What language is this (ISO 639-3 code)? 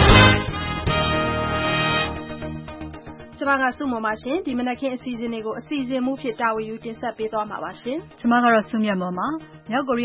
mya